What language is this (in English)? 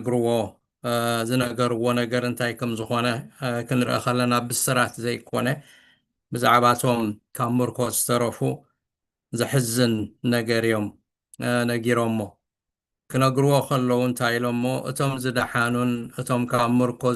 Tigrinya